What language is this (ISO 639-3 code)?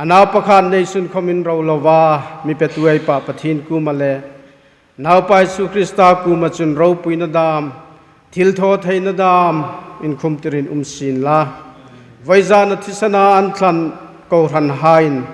hmr